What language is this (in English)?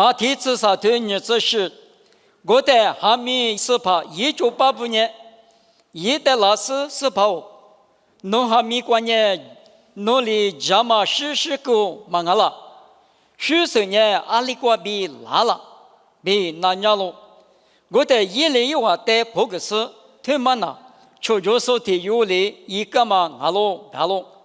Lisu